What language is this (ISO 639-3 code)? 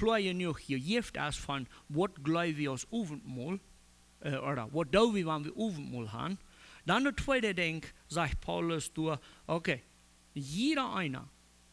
pdt